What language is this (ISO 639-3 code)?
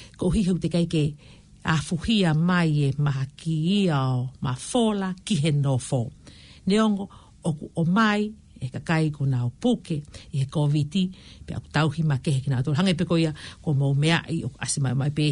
ton